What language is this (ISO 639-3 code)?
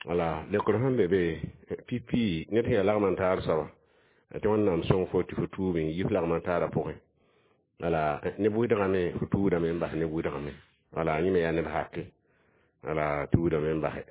mos